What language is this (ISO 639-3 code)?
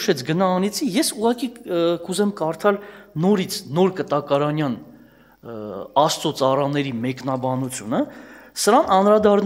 hye